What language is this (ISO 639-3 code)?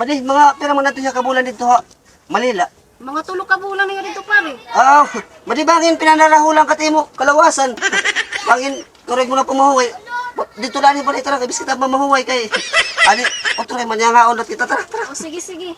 war